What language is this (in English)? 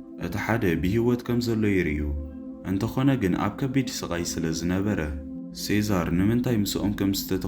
Tigrinya